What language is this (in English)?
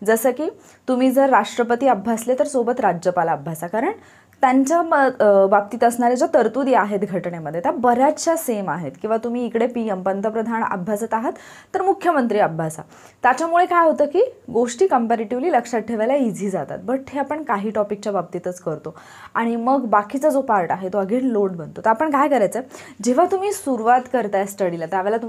Marathi